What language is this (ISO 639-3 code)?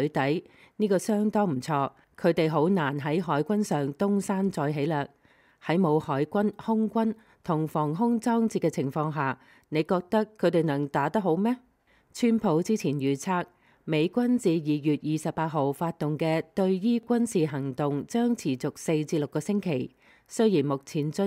yue